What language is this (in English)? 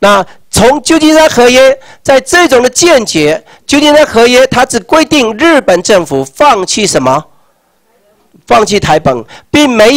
Chinese